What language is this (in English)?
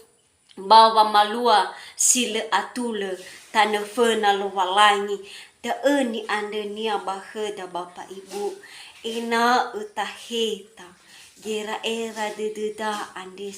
Nias